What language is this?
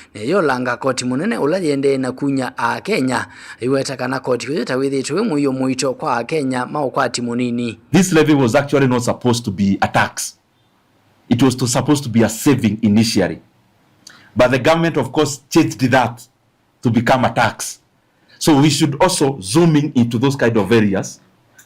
Kamba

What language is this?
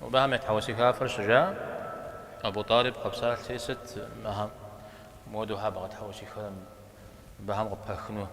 Kabardian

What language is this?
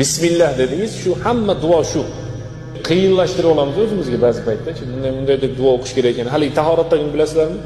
Uzbek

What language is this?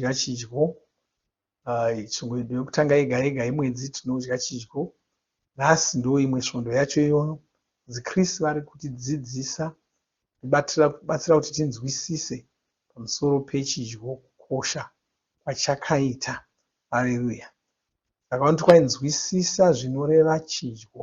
Shona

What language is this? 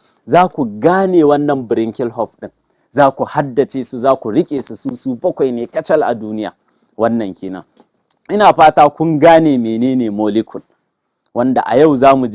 Hausa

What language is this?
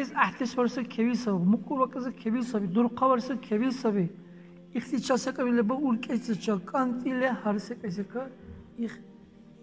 Dargwa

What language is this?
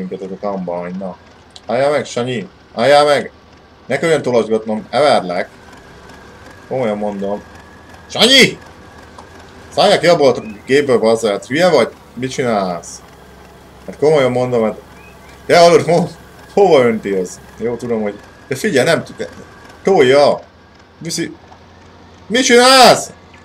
Hungarian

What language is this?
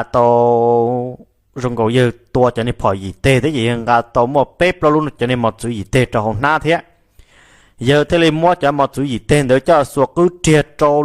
Hmong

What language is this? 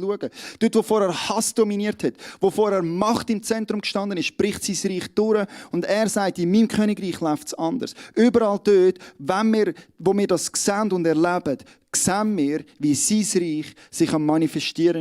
Swiss German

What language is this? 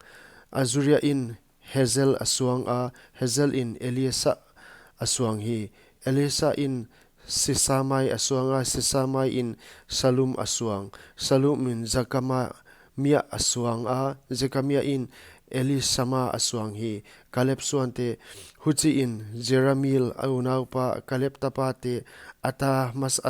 Paite Chin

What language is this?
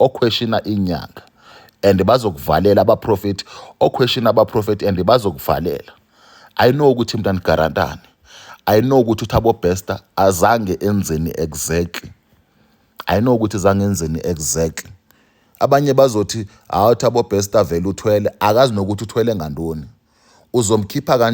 Zulu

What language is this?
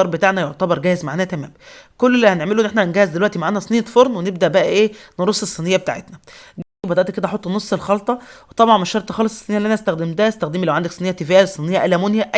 Egyptian Arabic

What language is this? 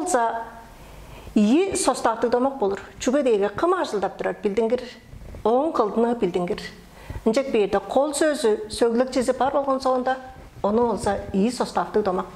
Tuvinian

